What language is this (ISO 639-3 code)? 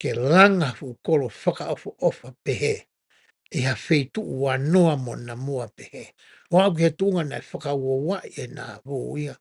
ton